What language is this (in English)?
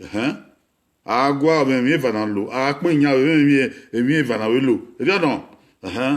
Bini